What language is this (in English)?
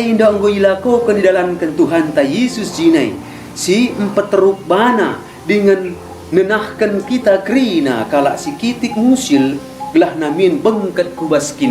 Batak Karo